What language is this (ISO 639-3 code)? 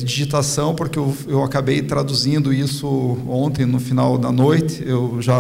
por